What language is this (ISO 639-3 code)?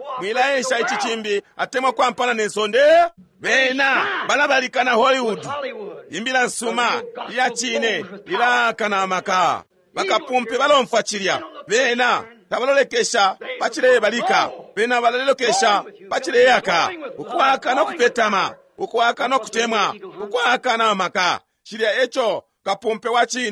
bem